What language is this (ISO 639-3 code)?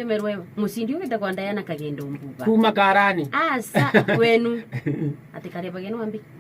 mer